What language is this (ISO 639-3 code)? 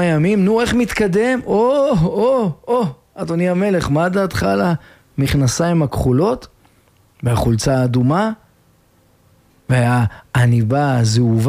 heb